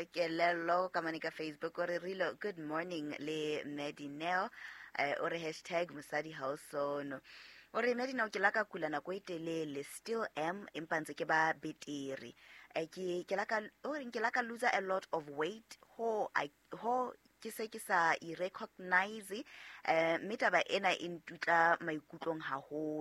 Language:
Southern Sotho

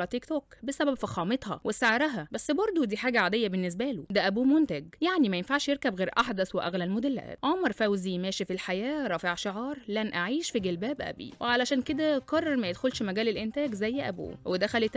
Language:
Egyptian Arabic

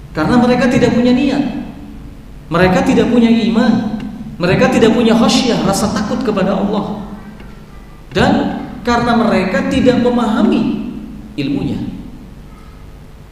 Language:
Indonesian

